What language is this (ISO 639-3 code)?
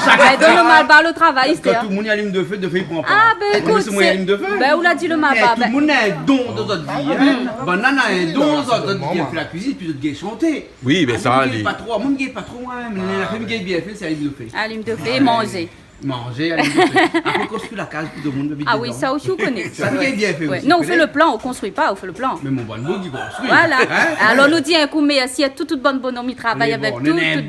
rcf